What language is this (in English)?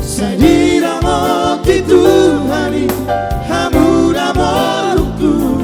Batak Toba